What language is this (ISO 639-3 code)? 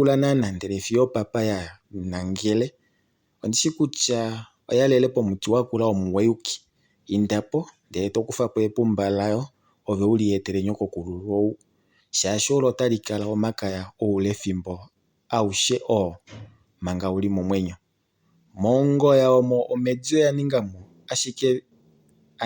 kua